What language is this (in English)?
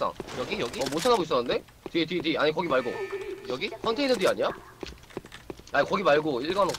Korean